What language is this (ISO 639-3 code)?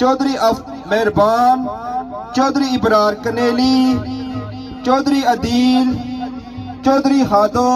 phr